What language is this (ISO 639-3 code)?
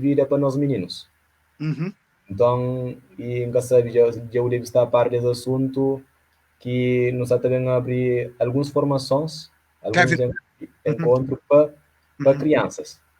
kea